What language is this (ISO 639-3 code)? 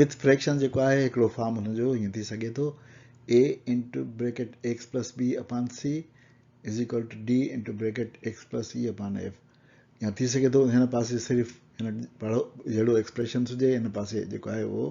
snd